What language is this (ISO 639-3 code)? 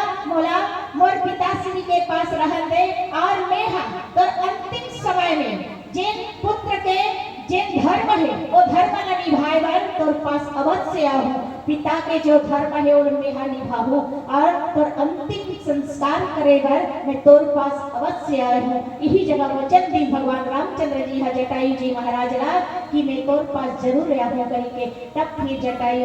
hne